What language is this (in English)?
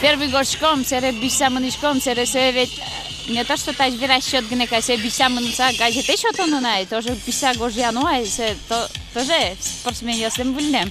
Udmurt